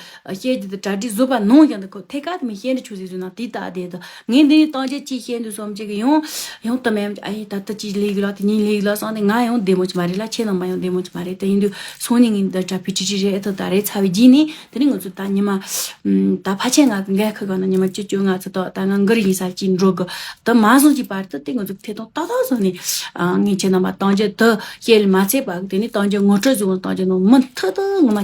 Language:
Tibetan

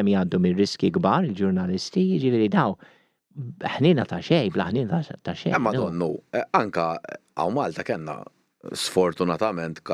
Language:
Maltese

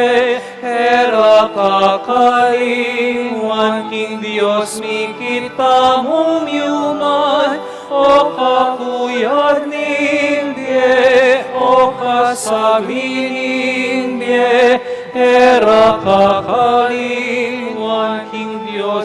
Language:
Pampanga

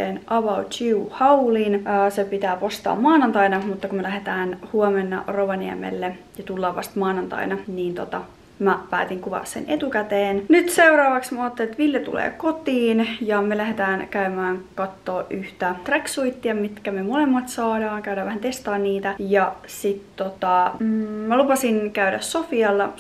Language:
Finnish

